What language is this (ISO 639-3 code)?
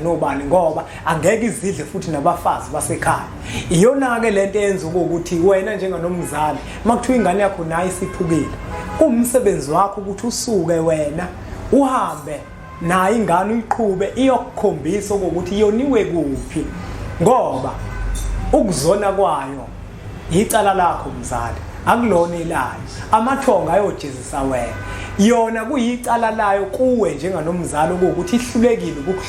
zul